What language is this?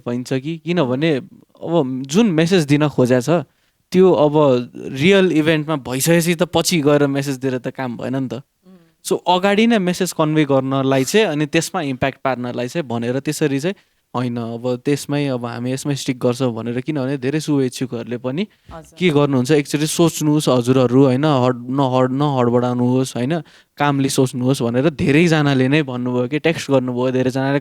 Nepali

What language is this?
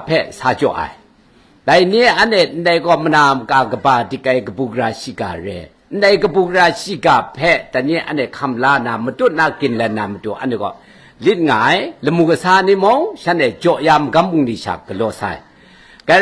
Kachin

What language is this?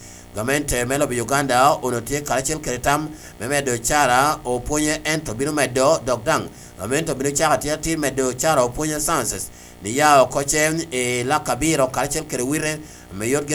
Lango (Uganda)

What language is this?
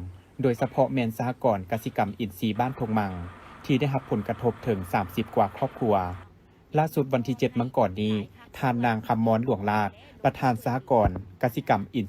Lao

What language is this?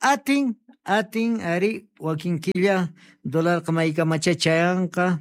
Quechua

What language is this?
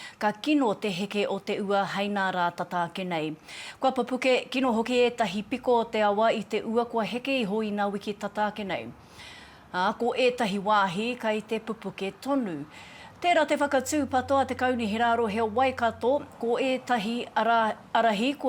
Māori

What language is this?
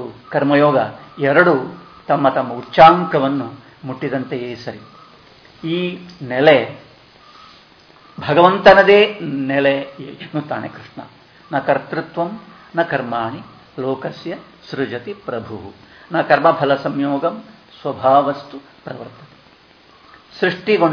Kannada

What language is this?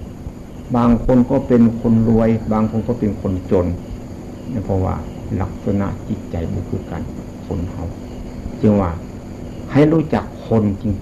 Northeastern Thai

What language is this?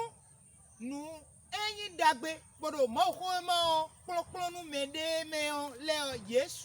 Fon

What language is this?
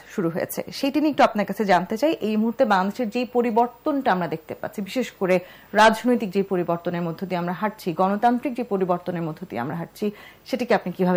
Bangla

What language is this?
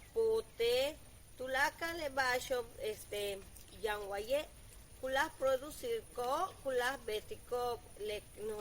Yucateco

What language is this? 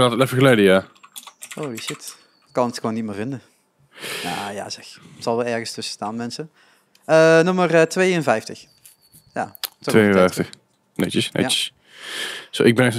Dutch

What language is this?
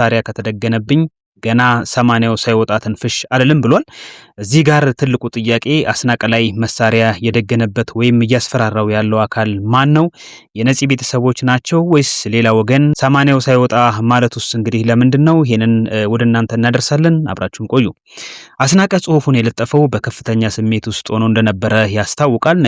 Amharic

